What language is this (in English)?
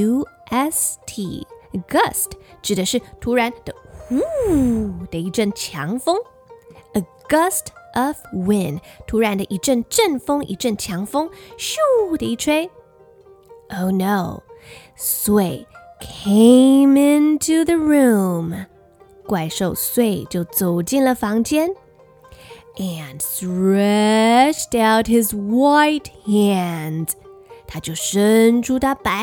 Chinese